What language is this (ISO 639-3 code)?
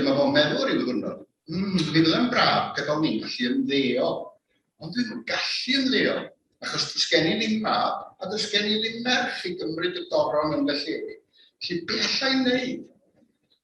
cym